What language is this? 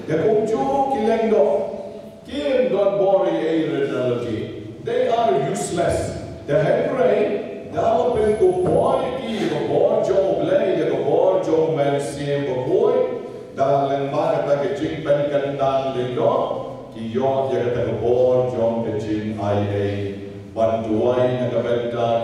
Khasi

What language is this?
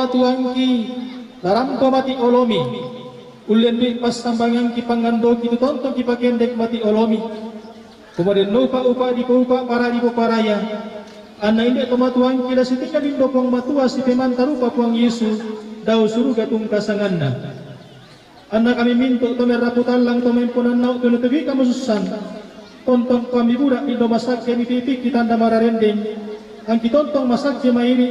Toraja-Sa'dan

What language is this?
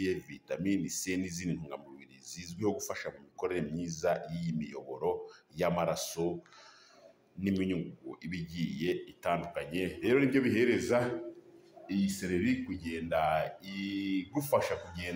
Kinyarwanda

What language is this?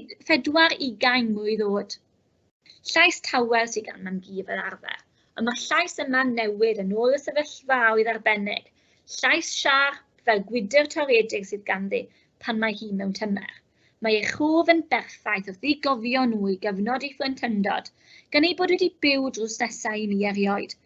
Welsh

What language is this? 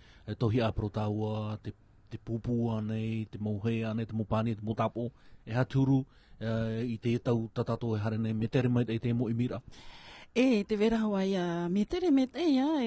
Tahitian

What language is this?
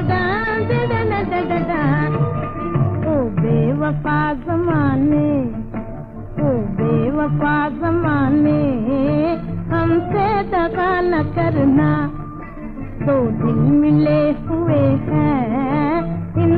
Hindi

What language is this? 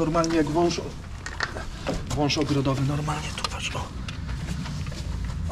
Polish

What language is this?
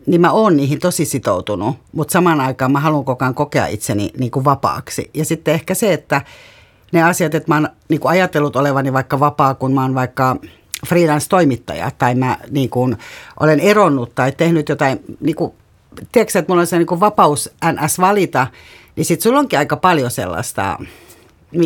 Finnish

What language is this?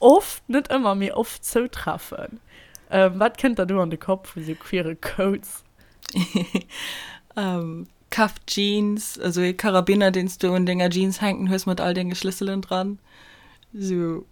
Luxembourgish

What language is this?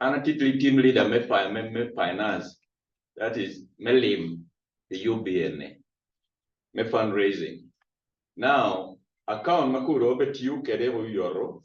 Acoli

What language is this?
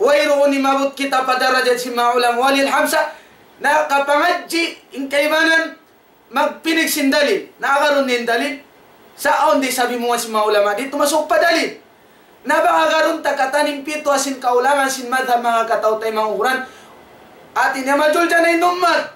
Tausug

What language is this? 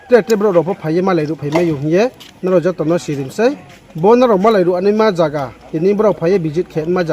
Riang (India)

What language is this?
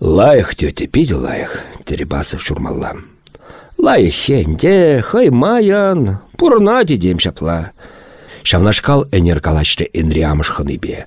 Chuvash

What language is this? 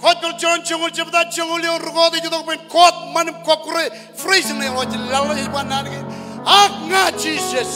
Marshallese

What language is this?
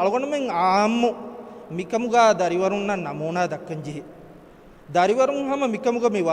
Divehi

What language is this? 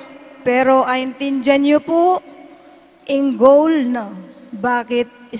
Pampanga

